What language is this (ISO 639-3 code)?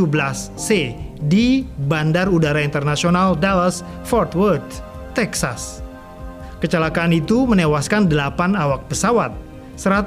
ind